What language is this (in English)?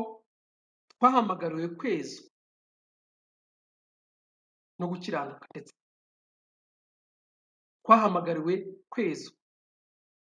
Kinyarwanda